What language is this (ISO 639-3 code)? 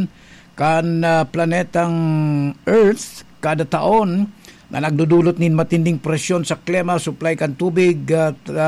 bik